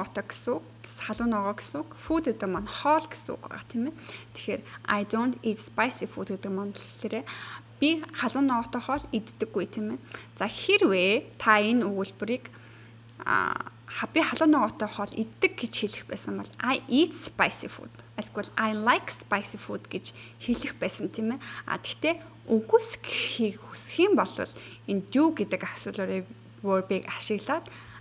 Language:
Mongolian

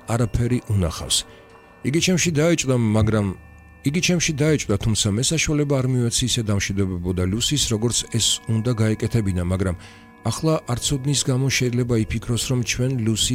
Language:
Georgian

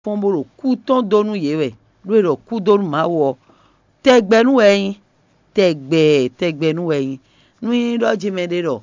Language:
Fon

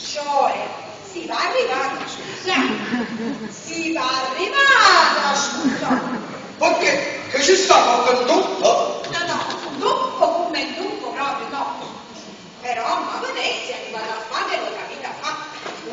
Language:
Neapolitan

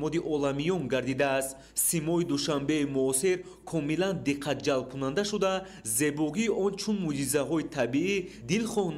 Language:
Tajik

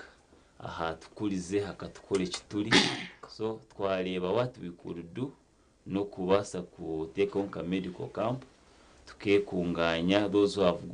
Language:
Nyankole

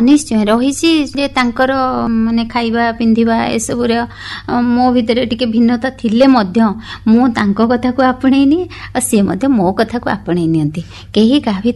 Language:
Odia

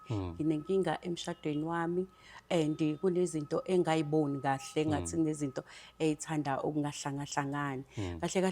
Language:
Zulu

